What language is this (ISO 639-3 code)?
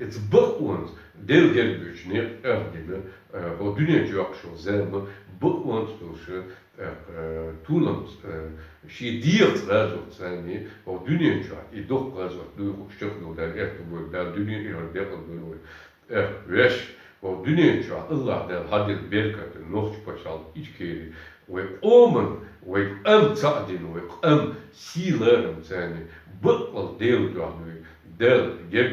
che